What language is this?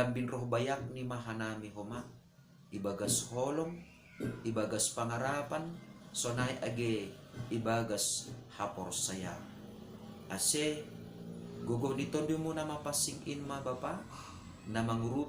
Batak Simalungun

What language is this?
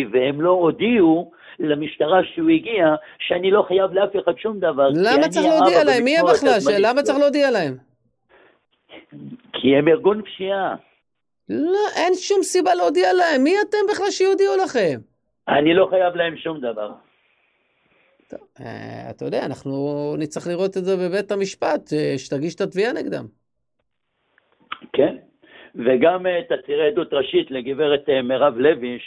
Hebrew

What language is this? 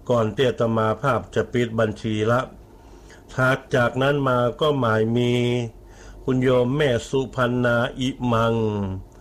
Thai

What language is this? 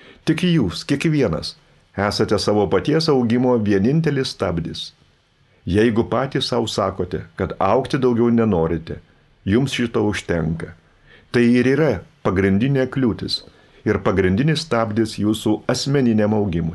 Lithuanian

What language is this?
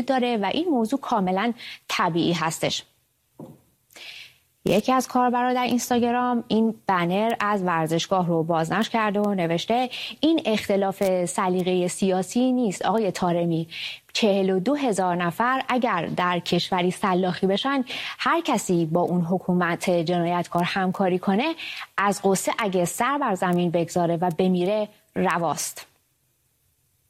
Persian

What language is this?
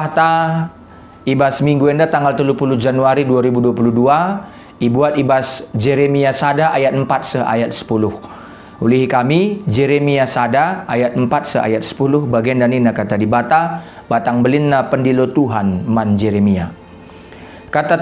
Batak Karo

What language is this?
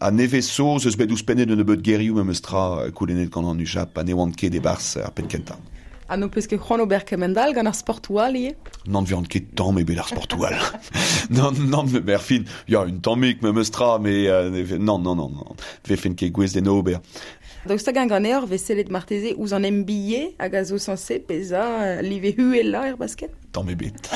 Breton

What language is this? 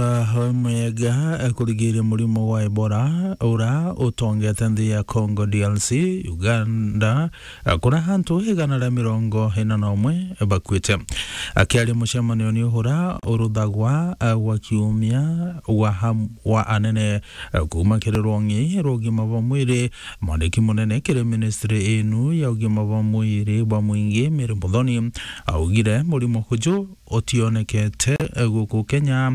Meru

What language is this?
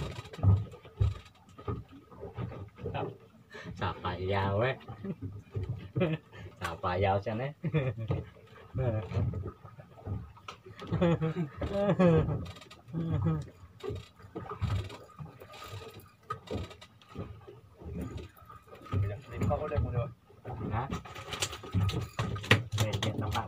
Malay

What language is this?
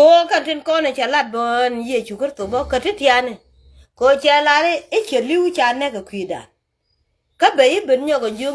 Nuer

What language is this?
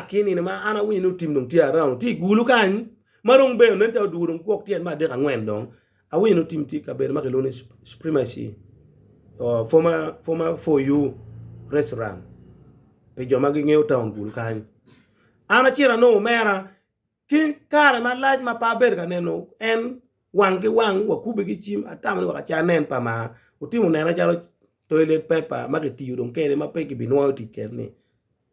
Acoli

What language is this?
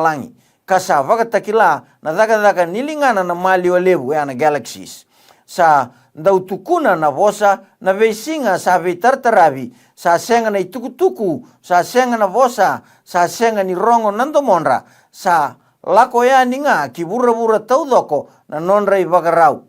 Fijian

